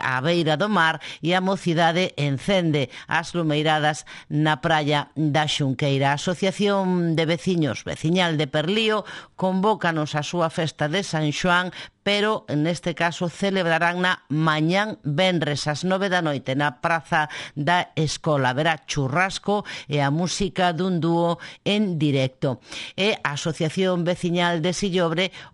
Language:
Galician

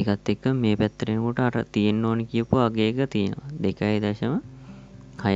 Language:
Sinhala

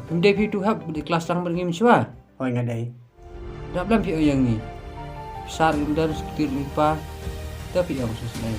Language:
Khasi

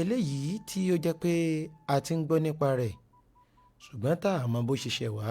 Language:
Yoruba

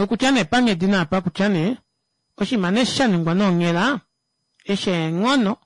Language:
Kuanyama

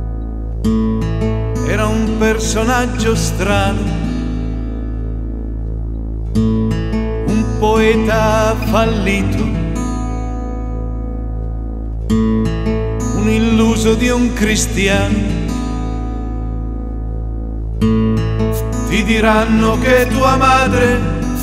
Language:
Italian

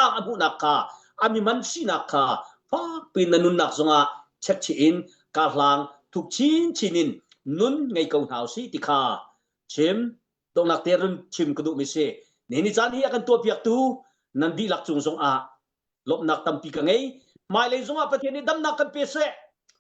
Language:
Hakha Chin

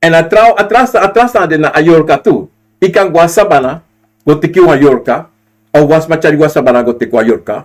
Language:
Sranan Tongo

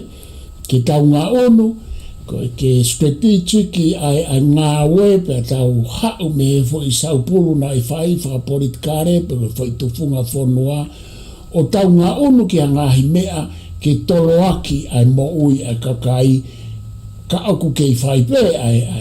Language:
Tongan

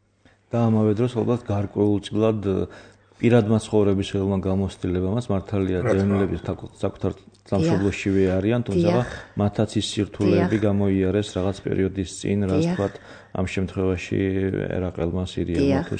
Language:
Georgian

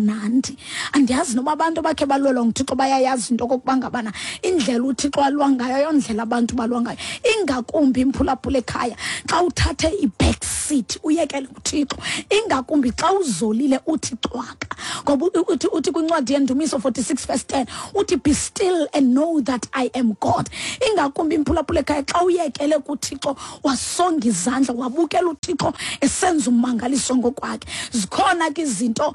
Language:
Xhosa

